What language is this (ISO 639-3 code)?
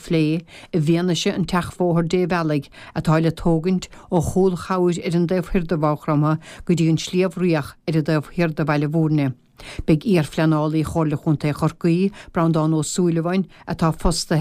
gle